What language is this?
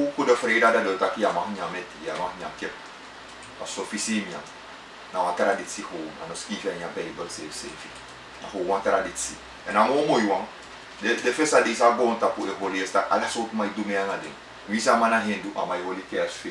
Sranan Tongo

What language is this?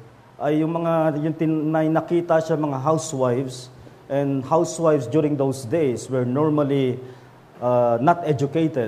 Filipino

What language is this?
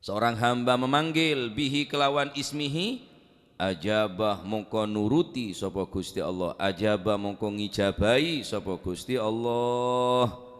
Madurese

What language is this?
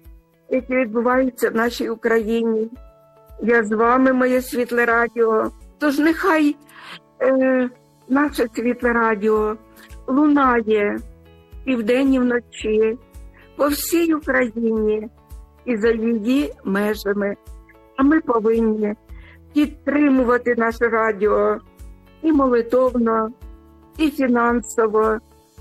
Ukrainian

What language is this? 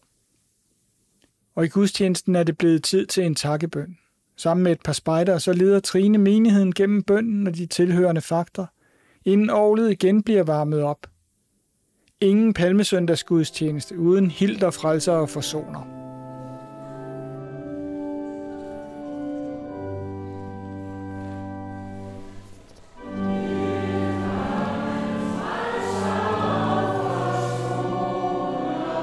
Danish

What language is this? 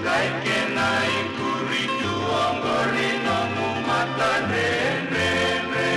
Fijian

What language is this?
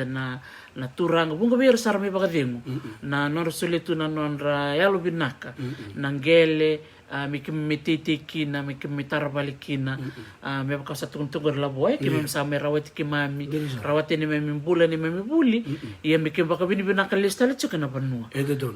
Fijian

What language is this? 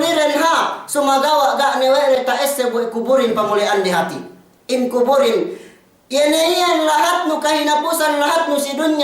Yakan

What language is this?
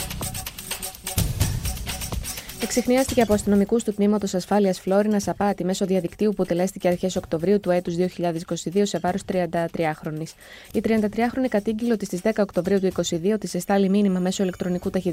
Greek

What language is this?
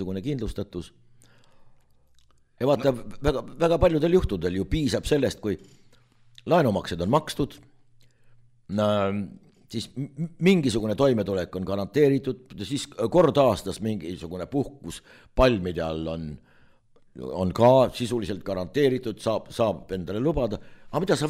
Estonian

